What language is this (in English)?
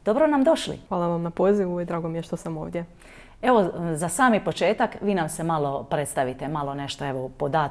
Croatian